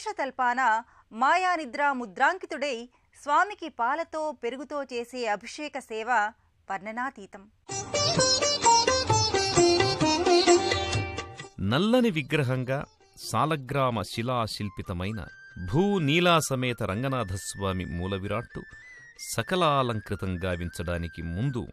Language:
Telugu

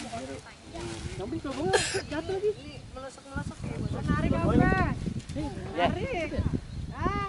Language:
Betawi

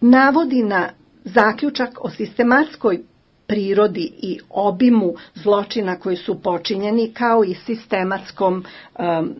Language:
Bosnian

